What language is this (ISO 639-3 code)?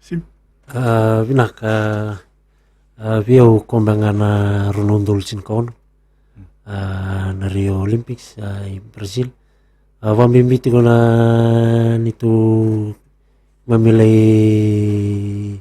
fij